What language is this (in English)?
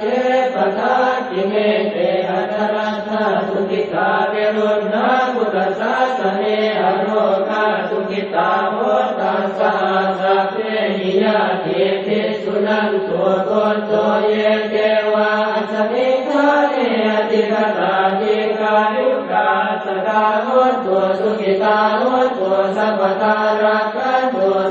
Pali